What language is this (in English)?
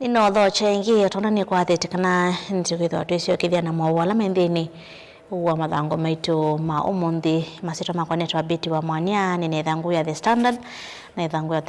Kamba